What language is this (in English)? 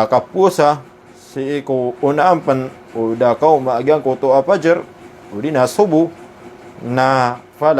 Maranao